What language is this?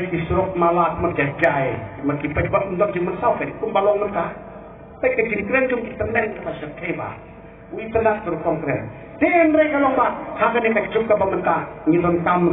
Khasi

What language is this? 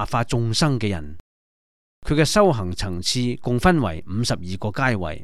Cantonese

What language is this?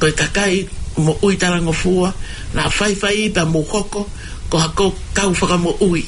Tongan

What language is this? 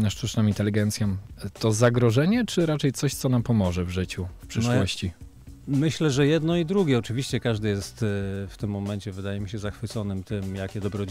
Polish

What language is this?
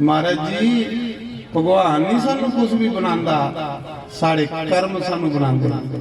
Dogri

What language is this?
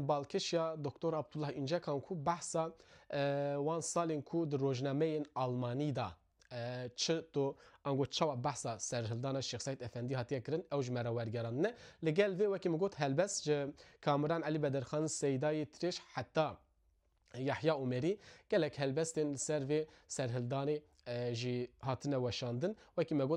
Kurdish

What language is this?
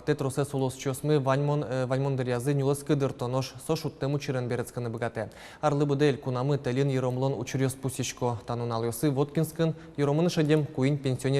Udmurt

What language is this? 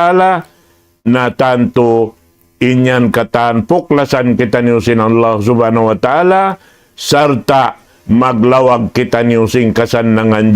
Tausug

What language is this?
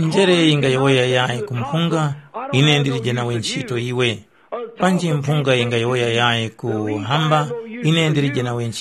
Tumbuka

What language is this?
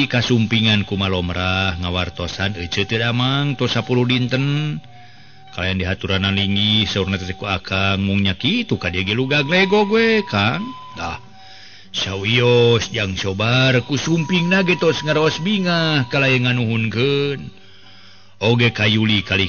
Sundanese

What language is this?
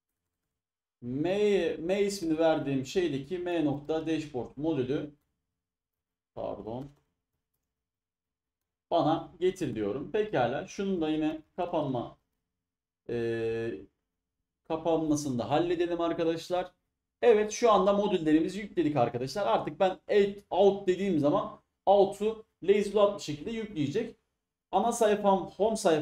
Turkish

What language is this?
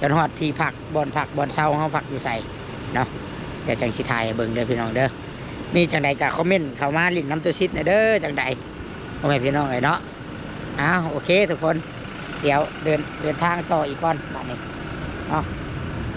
Lao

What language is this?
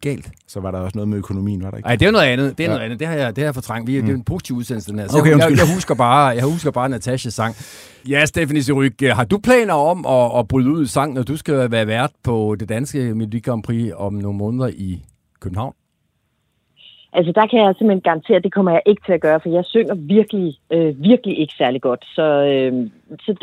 Danish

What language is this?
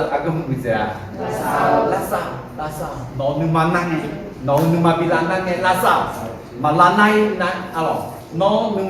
Akha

